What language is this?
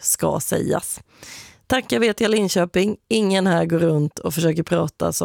Swedish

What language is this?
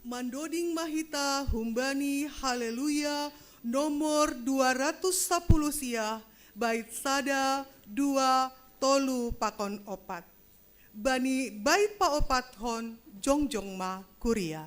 Batak Simalungun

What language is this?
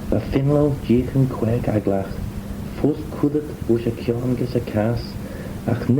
Manx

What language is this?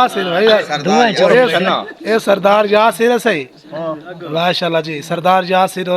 Saraiki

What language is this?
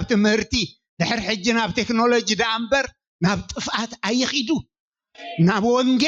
Tigrinya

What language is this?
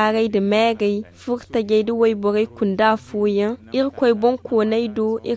Zarma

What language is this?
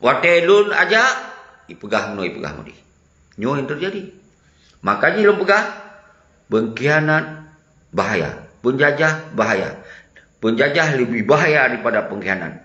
Achinese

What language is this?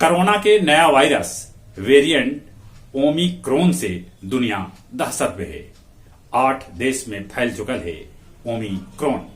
Magahi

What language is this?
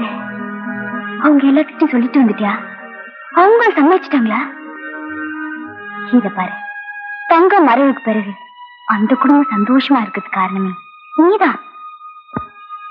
Tamil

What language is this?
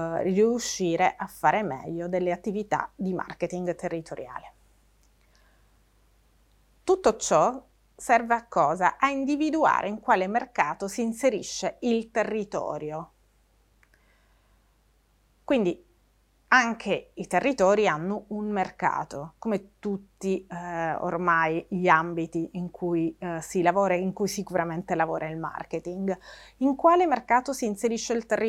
Italian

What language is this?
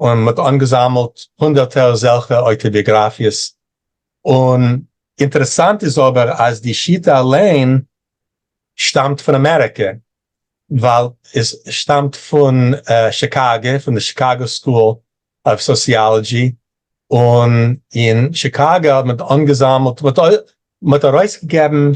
Yiddish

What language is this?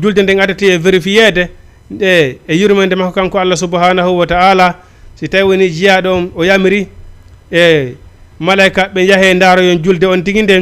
Fula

